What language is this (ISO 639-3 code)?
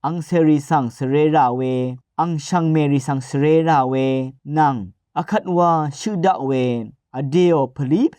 raw